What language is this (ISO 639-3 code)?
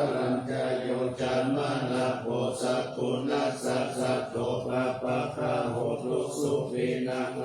pli